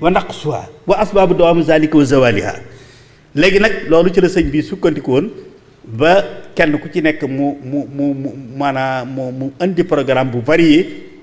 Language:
Wolof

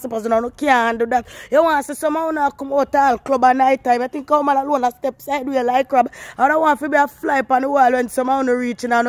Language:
Jamaican Creole English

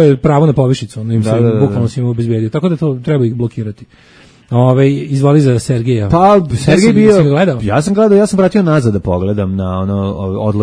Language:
Serbian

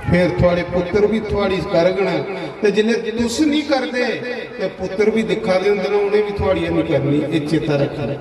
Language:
Dogri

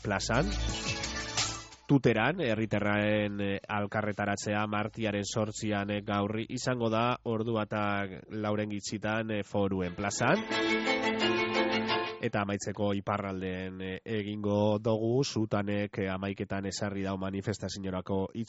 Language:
Basque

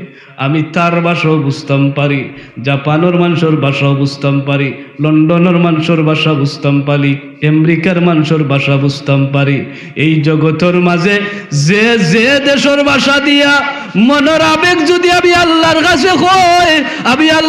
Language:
Sylheti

